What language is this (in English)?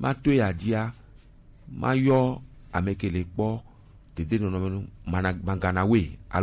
Gen